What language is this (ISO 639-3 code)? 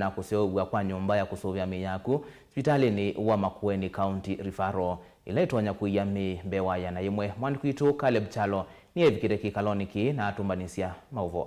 kam